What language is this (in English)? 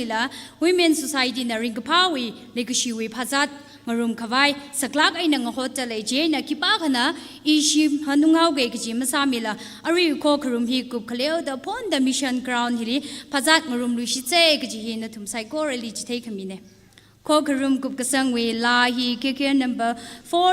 Tangkhul Naga (India)